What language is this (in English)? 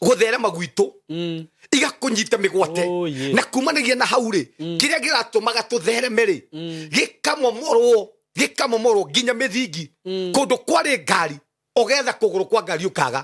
Kikuyu